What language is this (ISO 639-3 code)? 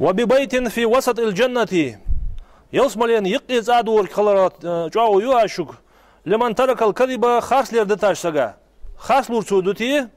inh